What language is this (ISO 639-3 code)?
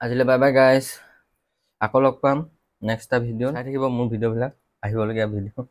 asm